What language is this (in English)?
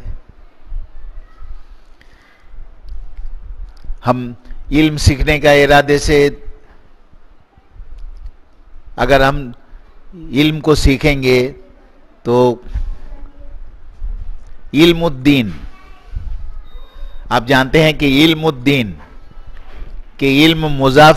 Urdu